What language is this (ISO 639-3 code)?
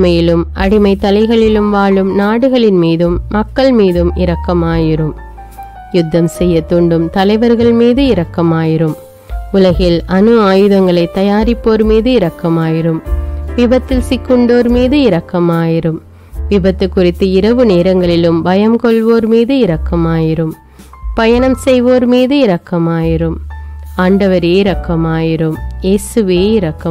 tam